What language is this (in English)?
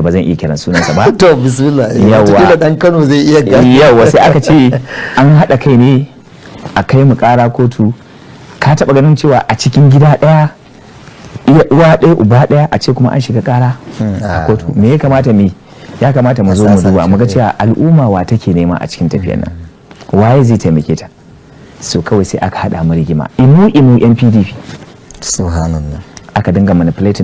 Hausa